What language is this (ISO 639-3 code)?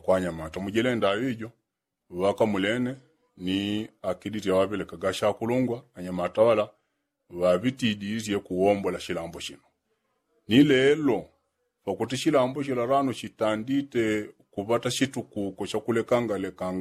yao